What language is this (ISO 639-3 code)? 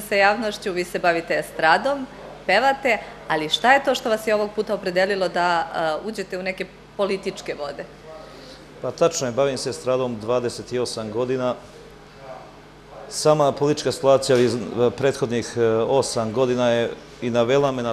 srp